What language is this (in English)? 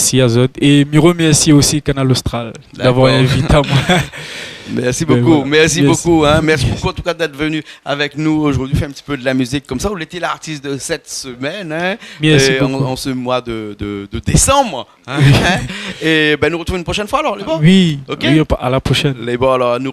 Réunion Creole French